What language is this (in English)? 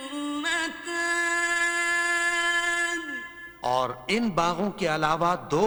Urdu